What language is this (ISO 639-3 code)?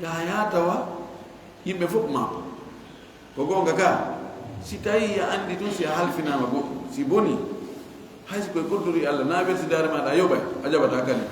ful